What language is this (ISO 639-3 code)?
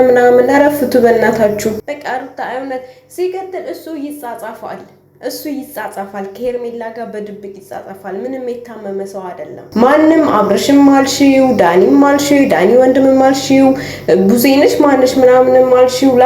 amh